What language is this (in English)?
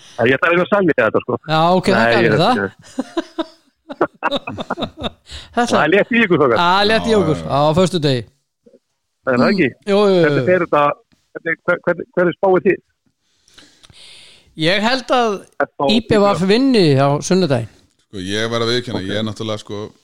Icelandic